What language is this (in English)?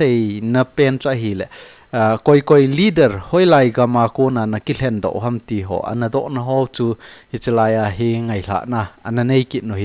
Thado Chin